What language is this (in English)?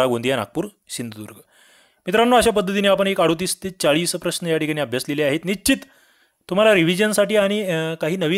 Marathi